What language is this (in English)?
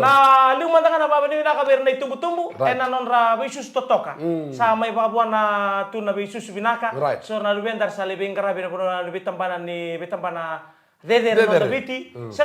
Fijian